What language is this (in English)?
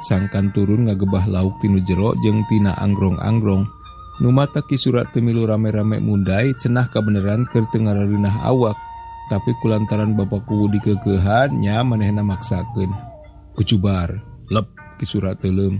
Sundanese